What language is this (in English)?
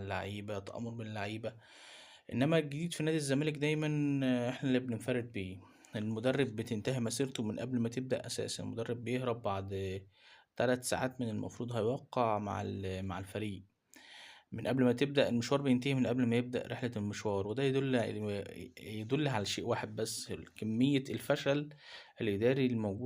Egyptian Arabic